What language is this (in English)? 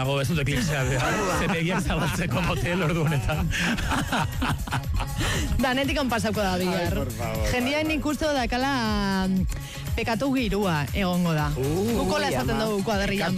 Basque